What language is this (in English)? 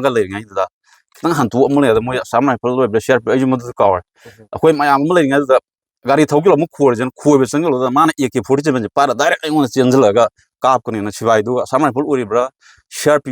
Manipuri